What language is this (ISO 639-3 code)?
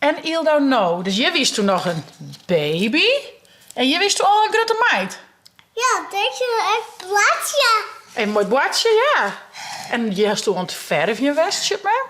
fry